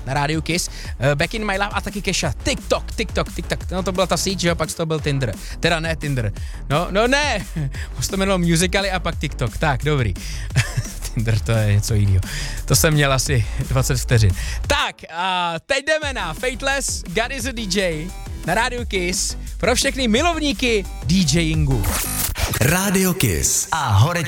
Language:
Czech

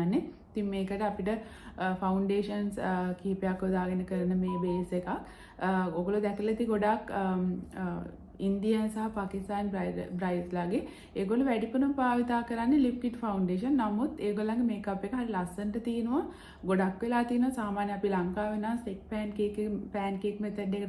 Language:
Sinhala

